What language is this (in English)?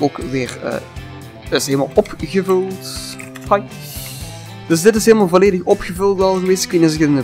Dutch